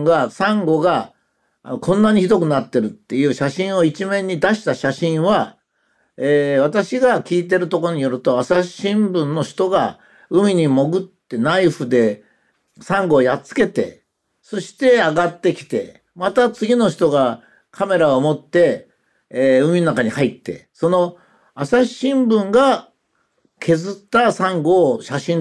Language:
Japanese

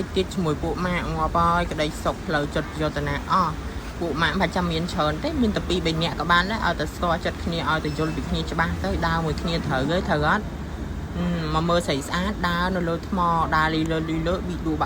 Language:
Khmer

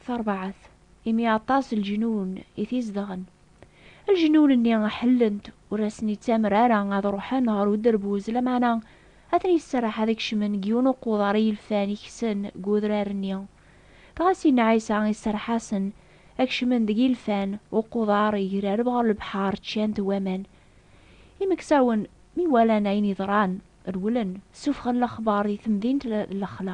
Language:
Kabyle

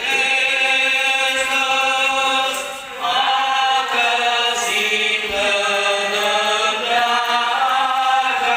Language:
Nias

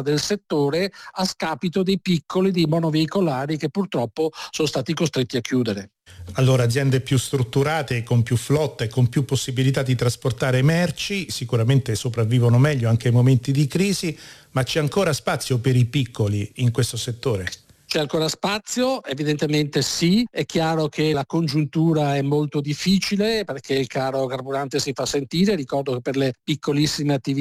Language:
Italian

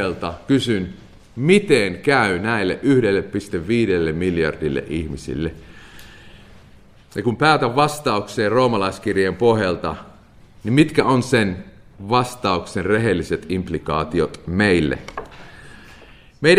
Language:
Finnish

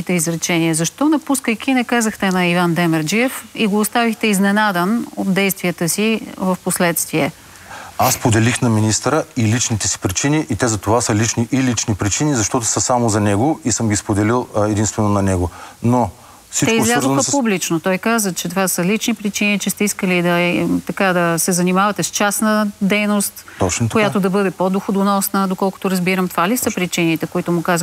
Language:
Bulgarian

